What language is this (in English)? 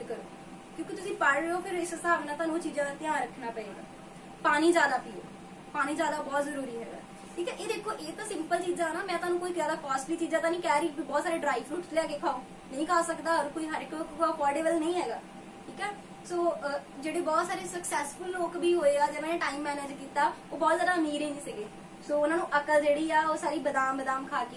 Punjabi